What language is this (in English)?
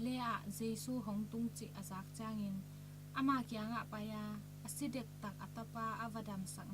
Tedim Chin